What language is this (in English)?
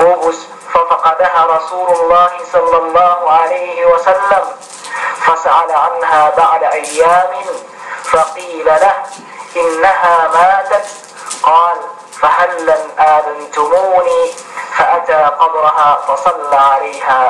Yakan